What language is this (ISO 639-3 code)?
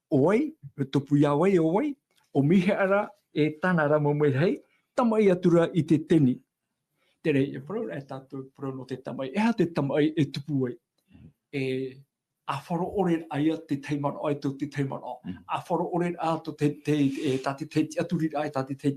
tah